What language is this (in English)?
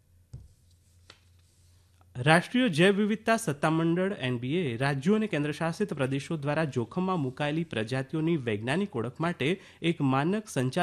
Gujarati